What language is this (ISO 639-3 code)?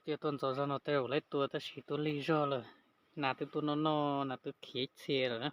hmn